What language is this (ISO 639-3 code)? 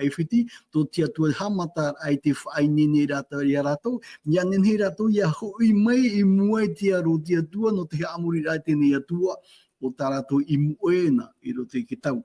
tah